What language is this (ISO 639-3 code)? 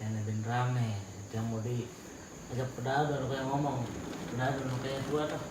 ban